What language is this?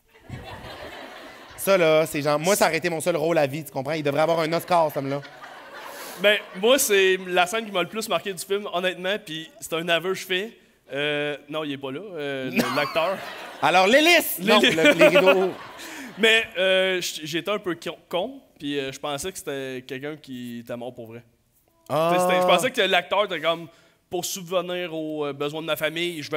French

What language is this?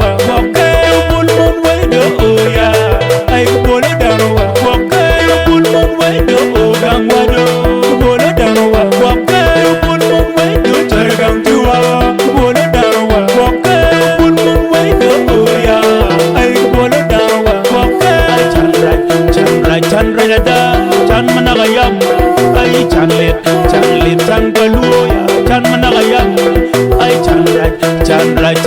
Acoli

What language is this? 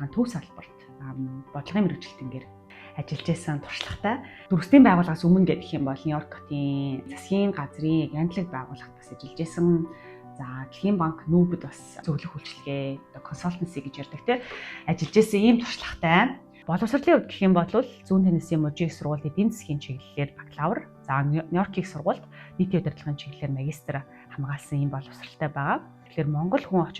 Mongolian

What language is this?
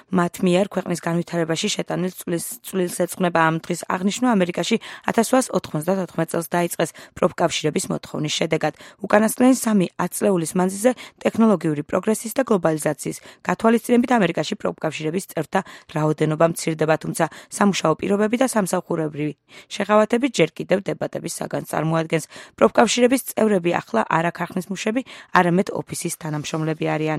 Georgian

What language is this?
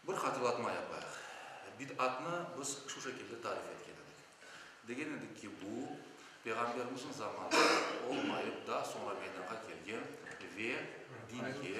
Crimean Tatar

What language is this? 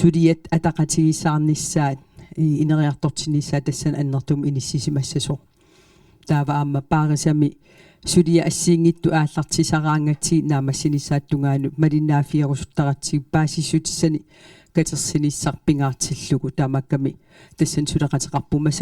Kalaallisut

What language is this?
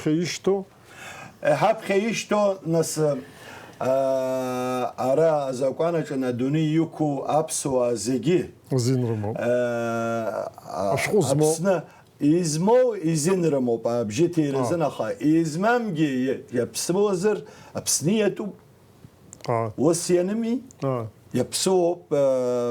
Abkhazian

